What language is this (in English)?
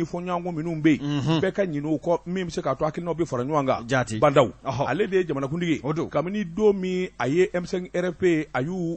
Bambara